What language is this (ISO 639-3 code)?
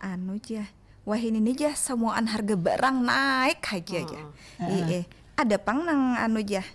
bjn